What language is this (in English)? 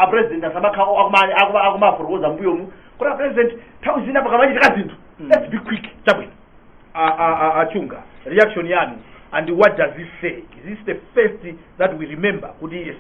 Nyanja